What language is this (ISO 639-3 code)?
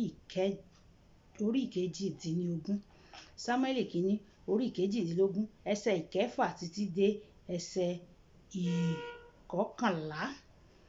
yor